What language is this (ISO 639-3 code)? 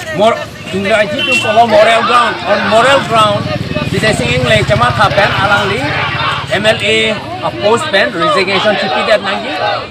mjw